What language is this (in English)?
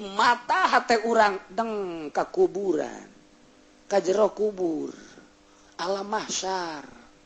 Sundanese